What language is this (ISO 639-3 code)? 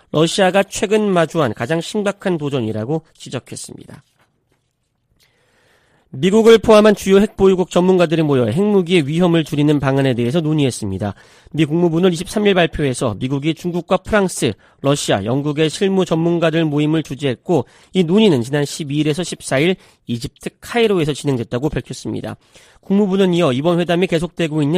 kor